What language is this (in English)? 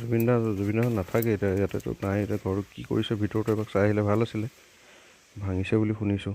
Assamese